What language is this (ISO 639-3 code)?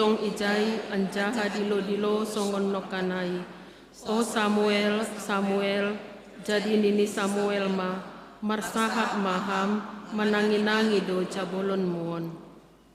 bts